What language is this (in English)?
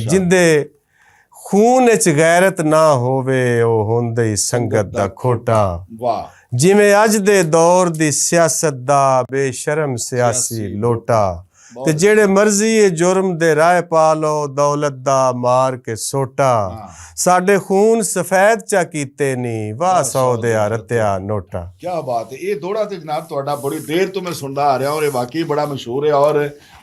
Western Panjabi